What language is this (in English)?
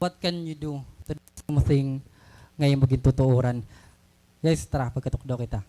Waray